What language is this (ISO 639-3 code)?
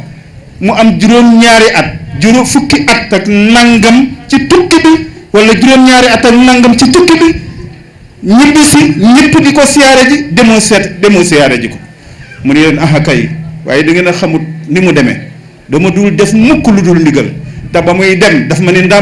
wol